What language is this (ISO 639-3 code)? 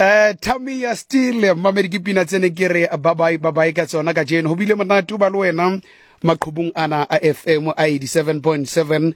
sot